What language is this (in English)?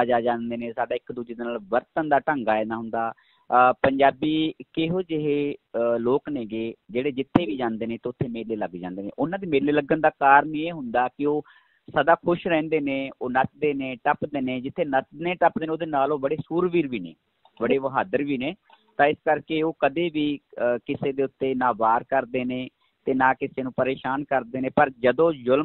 Punjabi